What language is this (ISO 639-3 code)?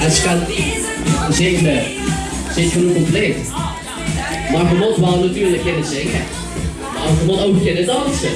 lim